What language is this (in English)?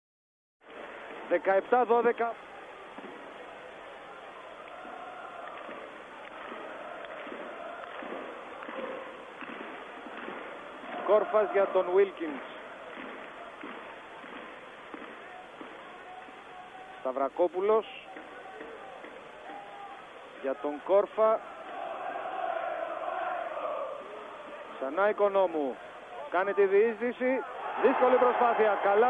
Greek